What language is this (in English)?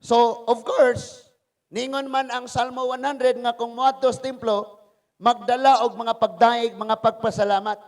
Cebuano